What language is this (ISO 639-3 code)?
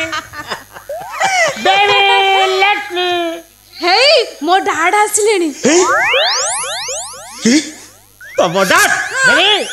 ori